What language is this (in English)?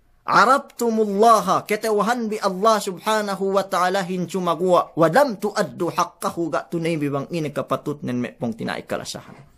Yakan